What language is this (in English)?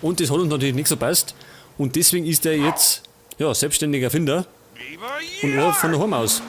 Bavarian